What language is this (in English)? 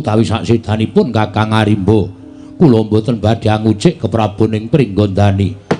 Javanese